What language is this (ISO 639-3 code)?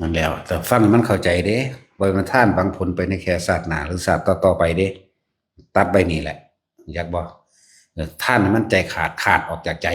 tts